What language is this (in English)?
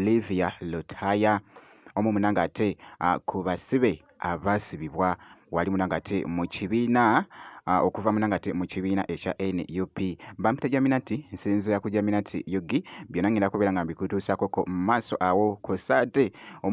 Ganda